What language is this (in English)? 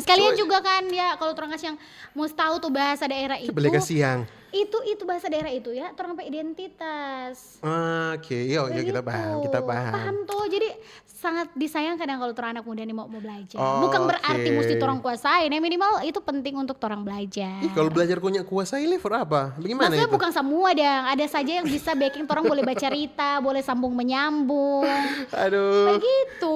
Manado Malay